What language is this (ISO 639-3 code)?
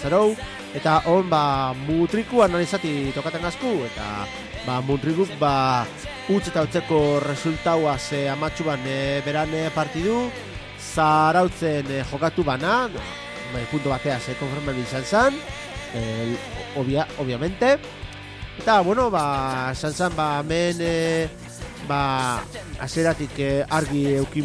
eus